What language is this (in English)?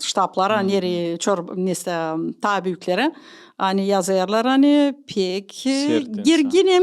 Gagauz